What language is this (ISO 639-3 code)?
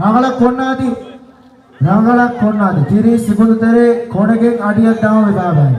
div